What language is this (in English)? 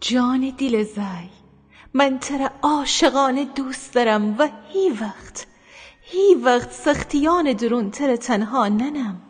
Gilaki